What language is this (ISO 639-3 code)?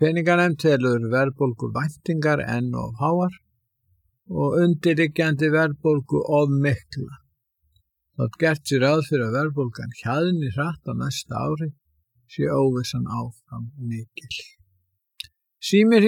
isl